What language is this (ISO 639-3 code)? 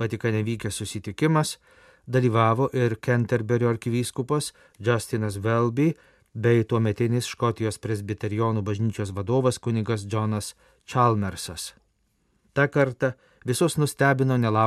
lit